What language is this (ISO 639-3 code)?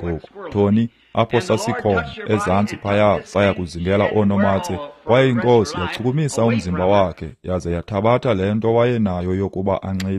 xho